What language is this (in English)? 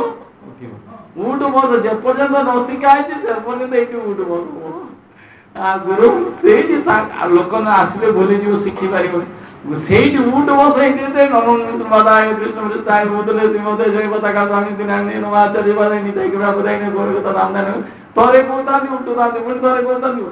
Odia